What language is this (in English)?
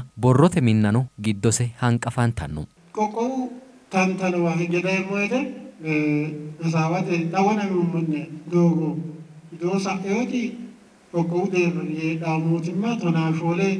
Sidamo